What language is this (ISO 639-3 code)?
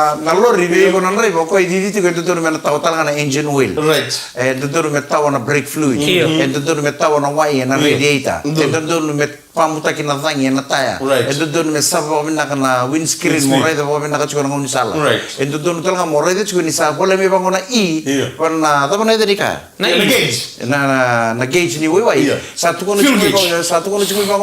fij